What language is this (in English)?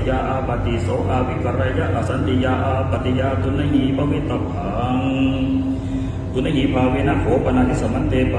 Pali